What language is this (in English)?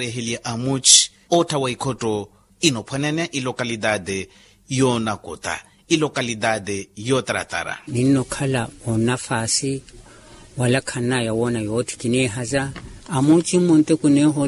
Makhuwa